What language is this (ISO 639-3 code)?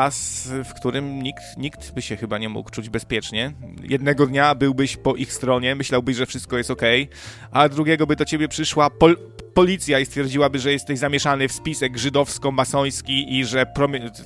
pol